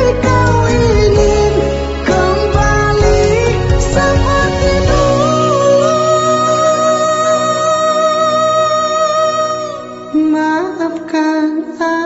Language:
Indonesian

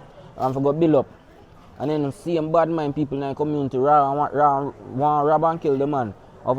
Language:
Jamaican Creole English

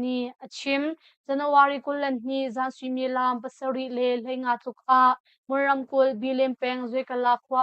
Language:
Hakha Chin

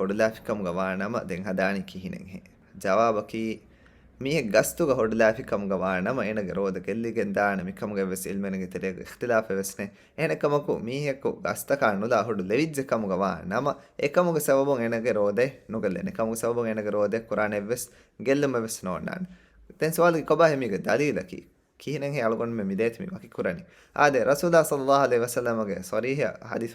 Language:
Divehi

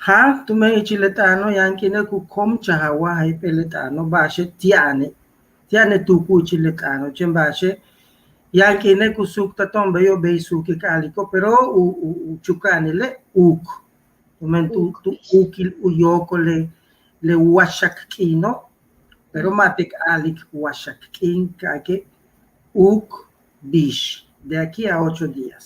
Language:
Yucateco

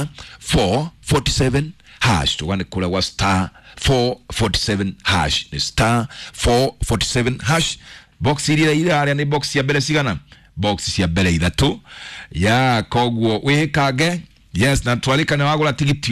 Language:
Kikuyu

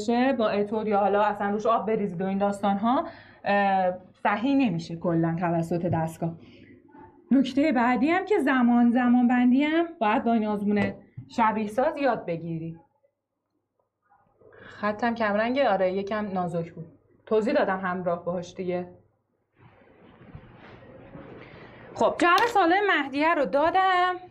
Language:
Persian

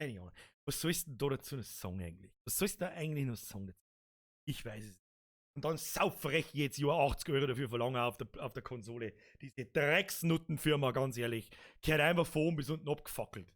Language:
Bavarian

